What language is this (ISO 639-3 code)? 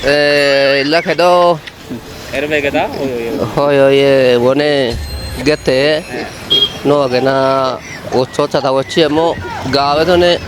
kbr